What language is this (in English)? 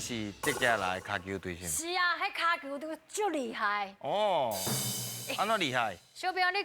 Min Nan Chinese